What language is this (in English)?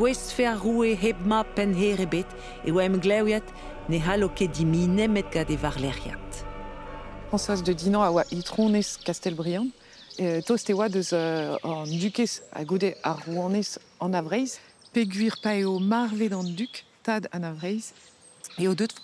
Breton